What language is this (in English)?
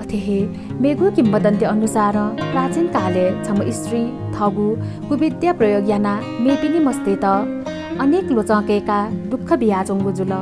Newari